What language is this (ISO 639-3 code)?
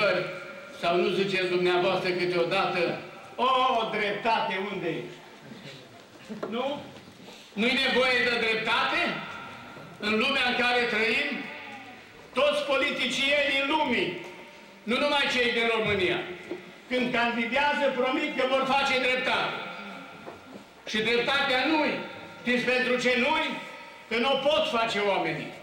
ron